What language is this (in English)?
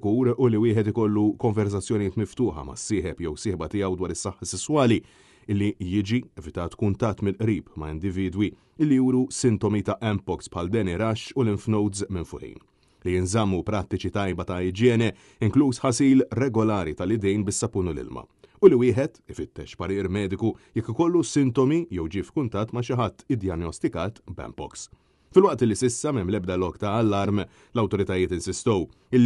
Maltese